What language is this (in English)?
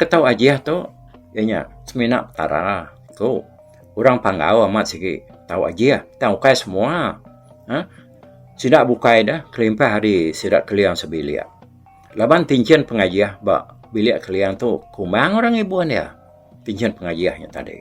Iban